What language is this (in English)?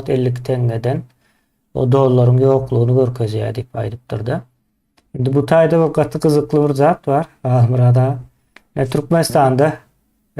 Turkmen